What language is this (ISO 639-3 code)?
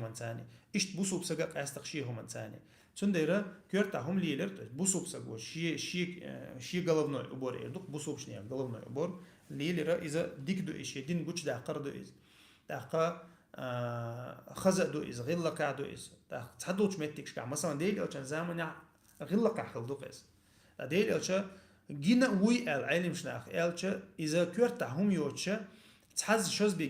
che